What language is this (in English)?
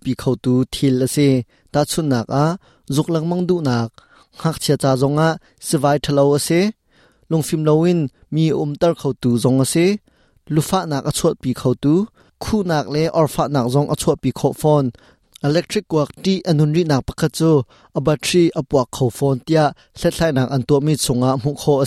Hakha Chin